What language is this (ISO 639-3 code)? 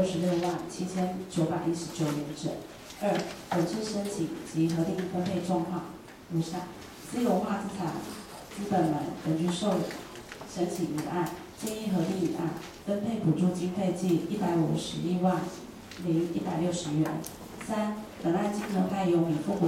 zho